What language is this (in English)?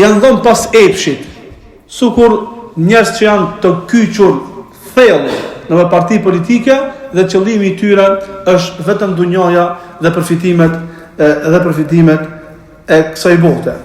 Albanian